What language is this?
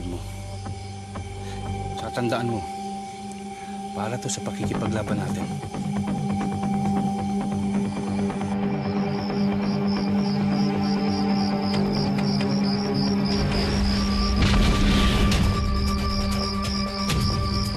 Filipino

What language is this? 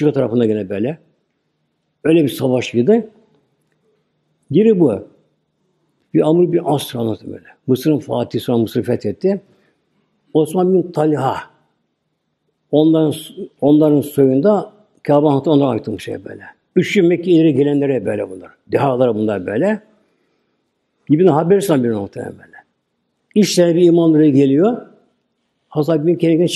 Turkish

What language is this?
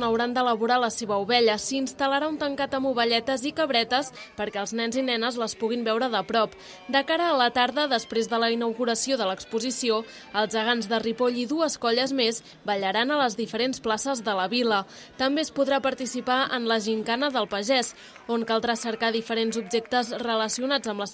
Catalan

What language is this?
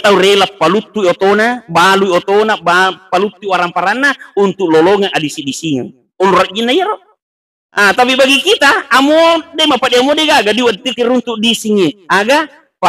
Buginese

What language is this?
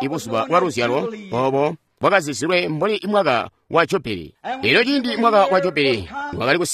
Tonga (Zambia)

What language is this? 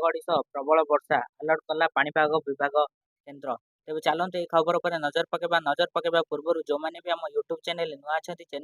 Odia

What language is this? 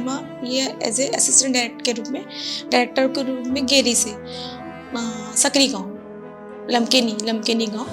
Chhattisgarhi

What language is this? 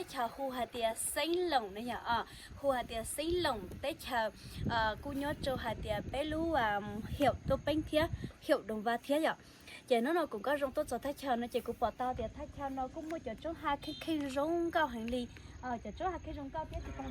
Hmong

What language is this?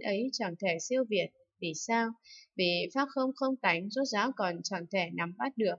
Vietnamese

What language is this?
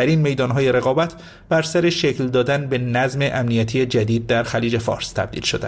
Persian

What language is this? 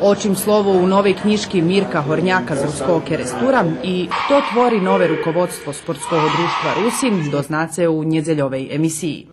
Rusyn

